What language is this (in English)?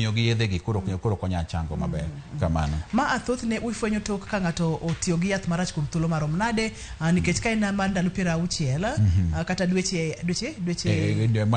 Luo (Kenya and Tanzania)